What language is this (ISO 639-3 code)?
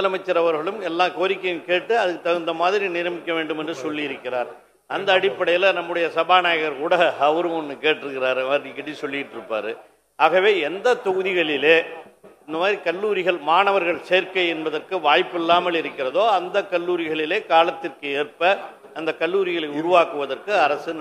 tam